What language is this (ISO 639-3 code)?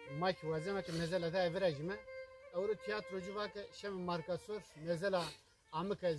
zza